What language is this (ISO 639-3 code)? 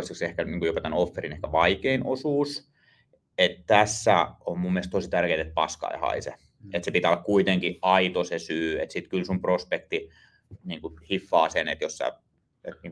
fin